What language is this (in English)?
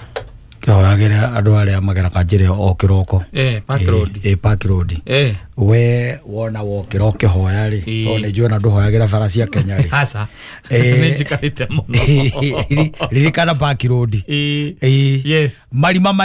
Kikuyu